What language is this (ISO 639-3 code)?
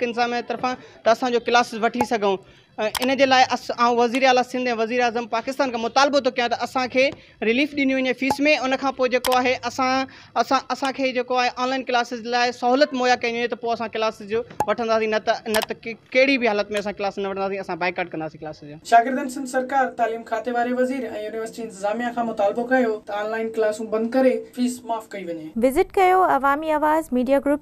snd